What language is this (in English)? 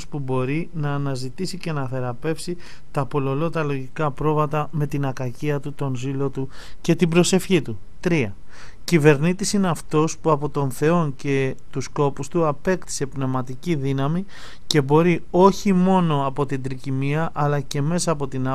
Greek